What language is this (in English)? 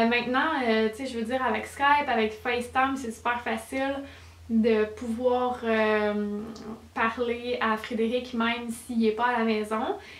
French